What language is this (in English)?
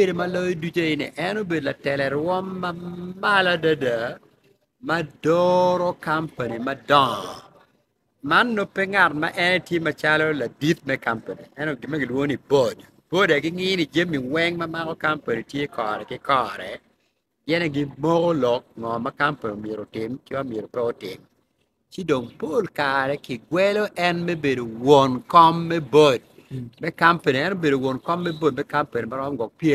Acoli